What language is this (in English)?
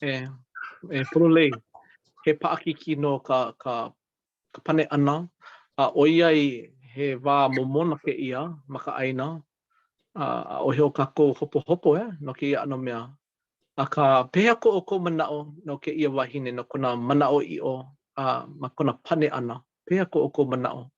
Hawaiian